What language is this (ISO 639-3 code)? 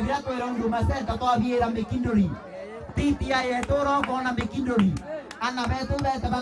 mer